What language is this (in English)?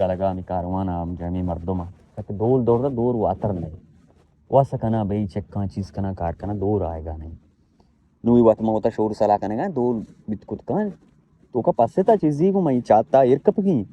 Baluchi